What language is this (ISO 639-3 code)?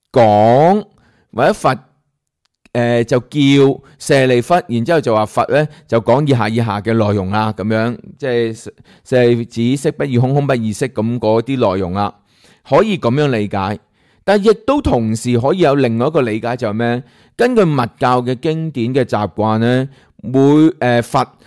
yue